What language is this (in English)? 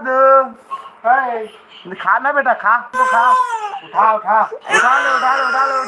Chhattisgarhi